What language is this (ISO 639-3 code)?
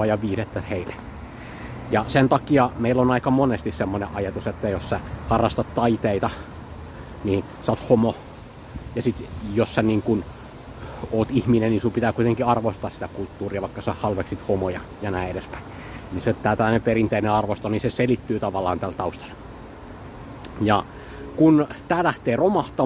fin